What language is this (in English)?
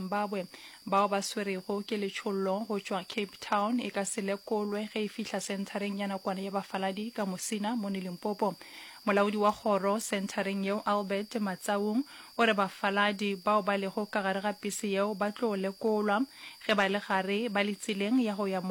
Northern Sotho